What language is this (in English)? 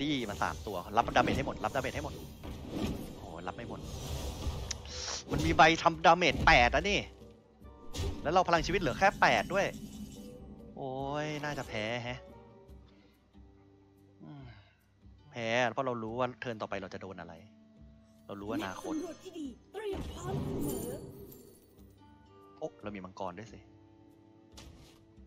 Thai